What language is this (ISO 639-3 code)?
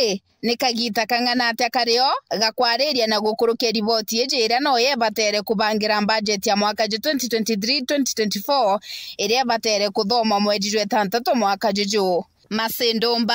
mer